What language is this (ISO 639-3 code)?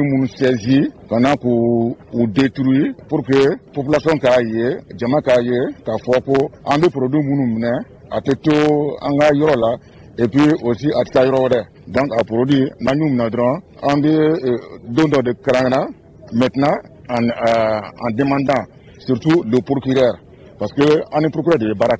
bam